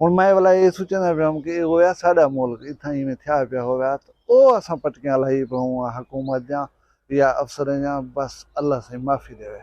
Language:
Saraiki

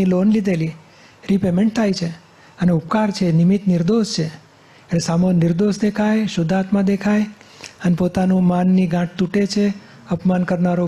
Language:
Gujarati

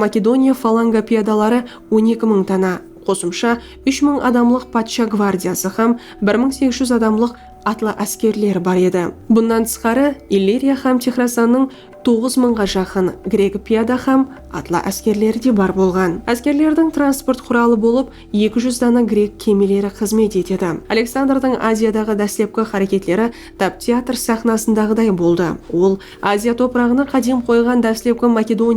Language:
Kara-Kalpak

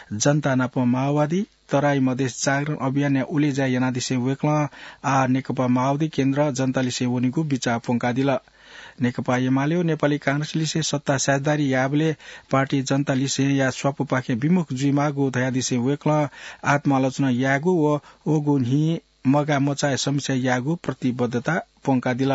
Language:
Newari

